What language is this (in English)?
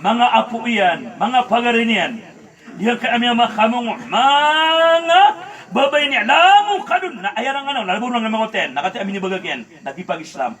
Maranao